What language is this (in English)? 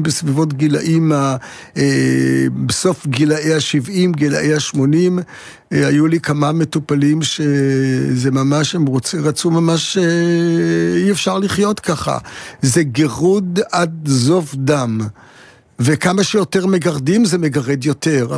Hebrew